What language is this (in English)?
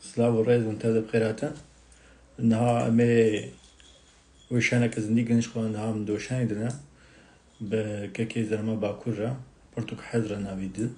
Kurdish